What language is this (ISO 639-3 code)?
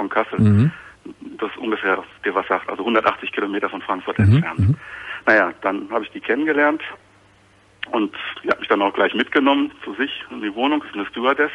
deu